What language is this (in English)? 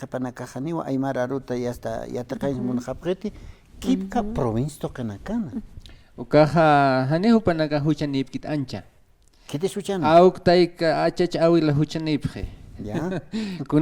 Aymara